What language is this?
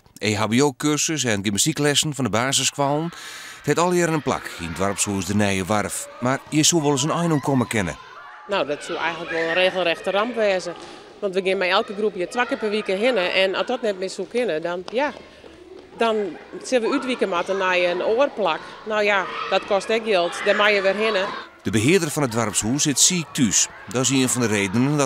Western Frisian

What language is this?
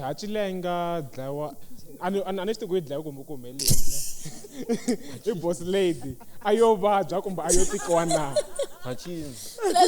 Tsonga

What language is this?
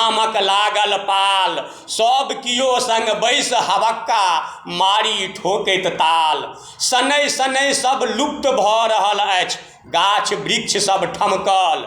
Maithili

